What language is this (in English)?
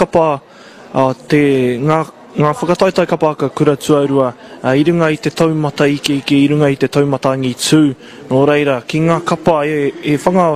Māori